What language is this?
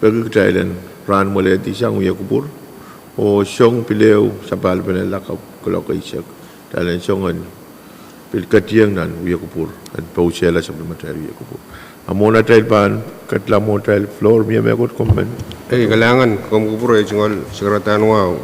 Pohnpeian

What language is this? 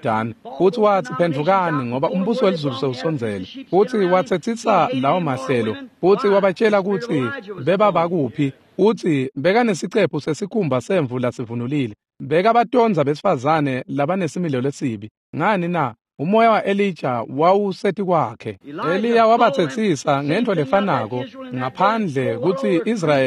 Swati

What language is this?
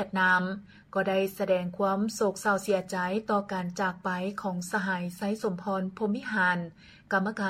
Lao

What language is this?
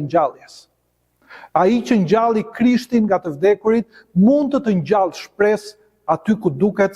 Albanian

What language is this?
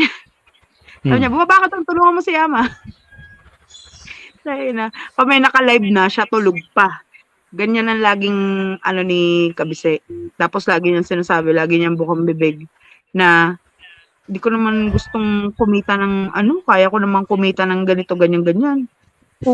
Filipino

